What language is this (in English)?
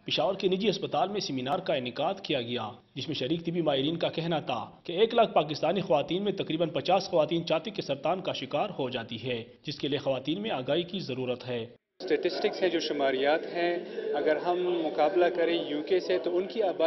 Urdu